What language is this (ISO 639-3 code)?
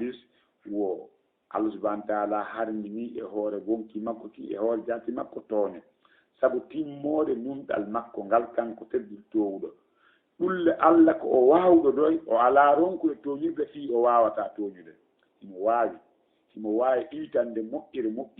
ful